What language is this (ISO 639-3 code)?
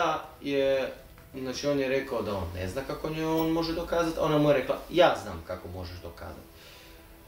hrv